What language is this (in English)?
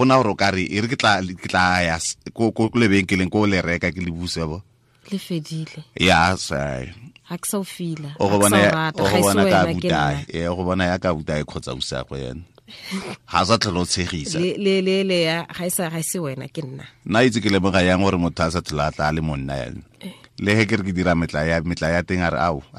Tswana